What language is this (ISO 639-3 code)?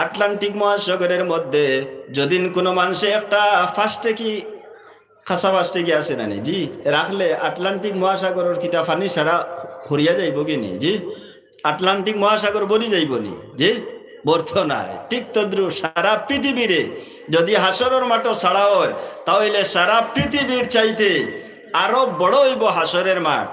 syl